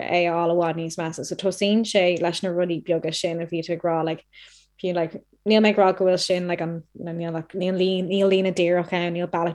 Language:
Irish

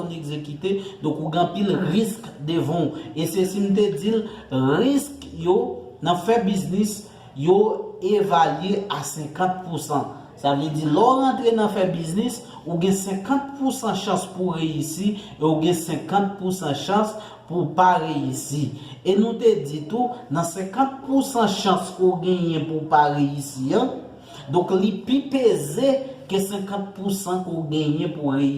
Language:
Haitian Creole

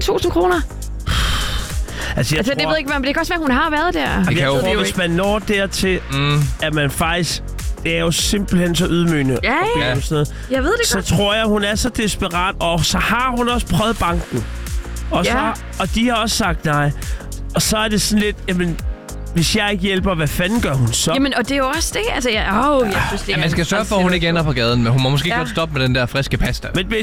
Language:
Danish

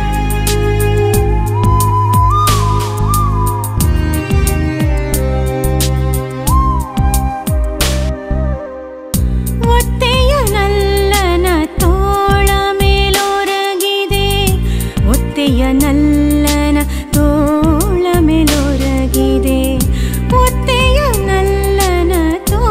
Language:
Kannada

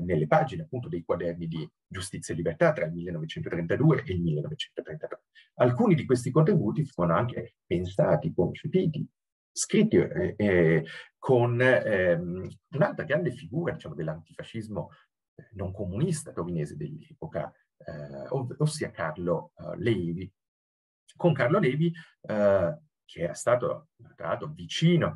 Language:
Italian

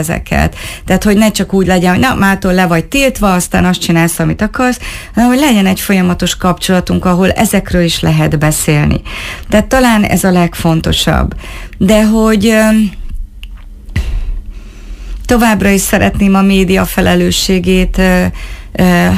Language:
Hungarian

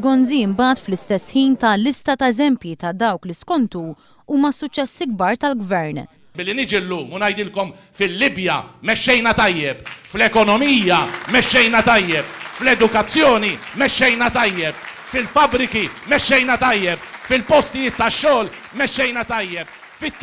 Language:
Maltese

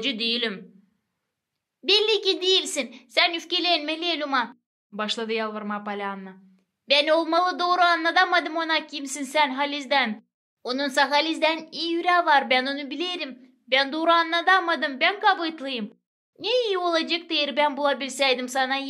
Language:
Gagauz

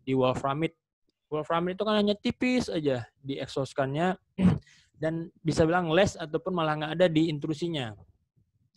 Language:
Indonesian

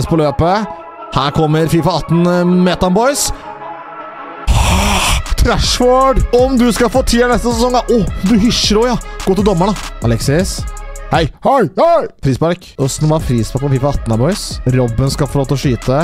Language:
Norwegian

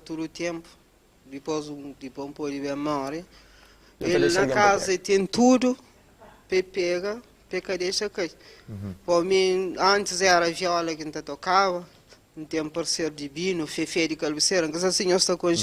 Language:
Kabuverdianu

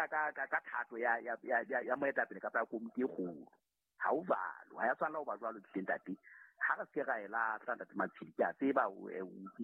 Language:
Southern Sotho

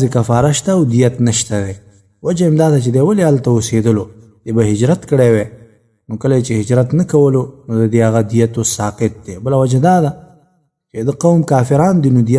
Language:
Pashto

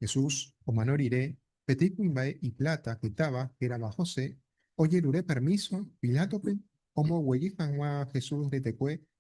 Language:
Guarani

